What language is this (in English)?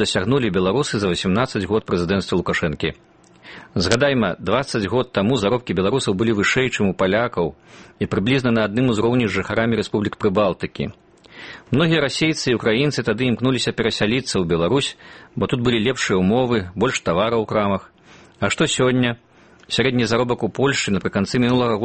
Belarusian